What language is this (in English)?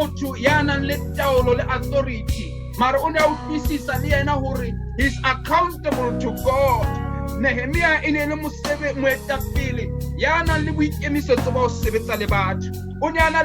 Southern Sotho